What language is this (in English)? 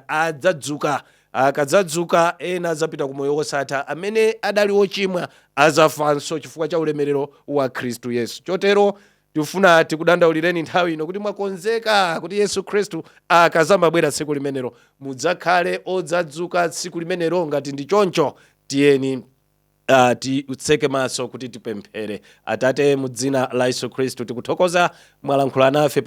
Nyanja